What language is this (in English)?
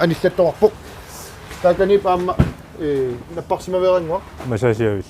Kalaallisut